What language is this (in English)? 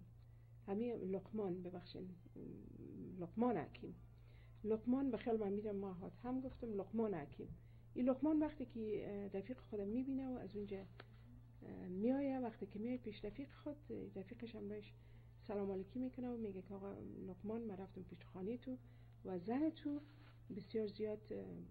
Persian